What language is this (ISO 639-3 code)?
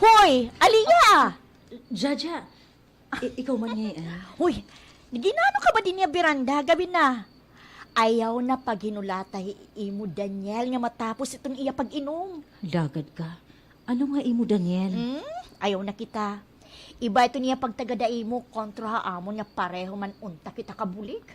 war